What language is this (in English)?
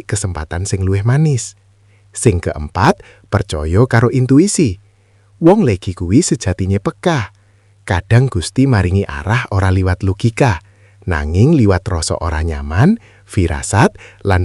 Javanese